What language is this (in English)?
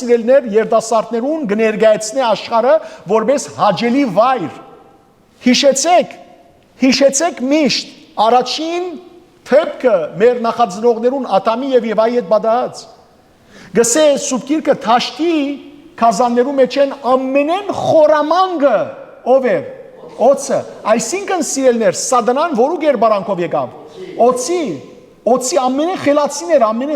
Western Armenian